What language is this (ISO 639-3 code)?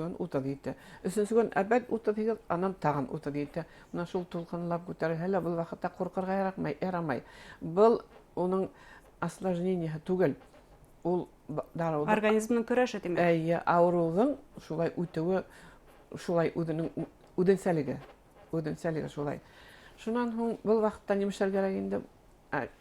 bak